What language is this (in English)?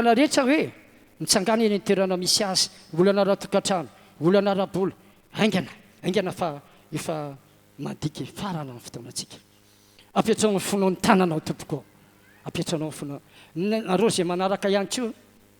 Malagasy